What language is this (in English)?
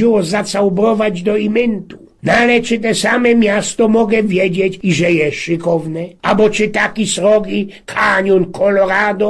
Silesian